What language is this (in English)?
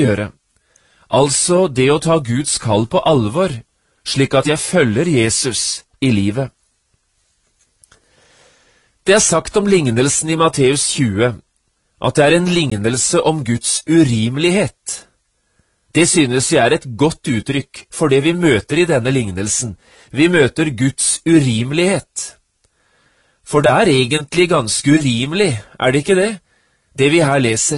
Norwegian